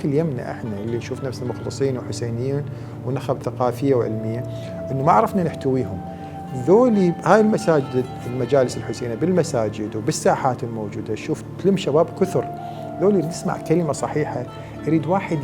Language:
Mesopotamian Arabic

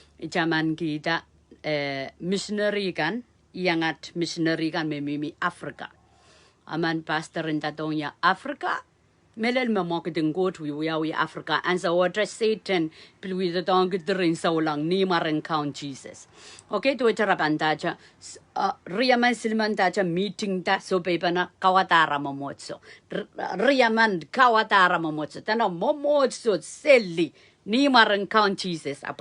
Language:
Pohnpeian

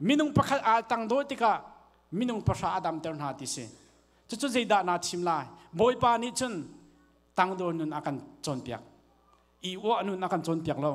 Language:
Hakha Chin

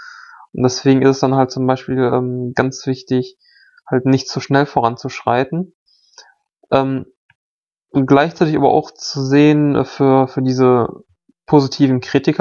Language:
German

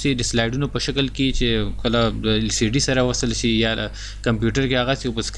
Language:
Pashto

